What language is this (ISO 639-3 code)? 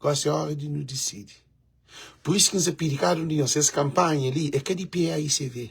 kea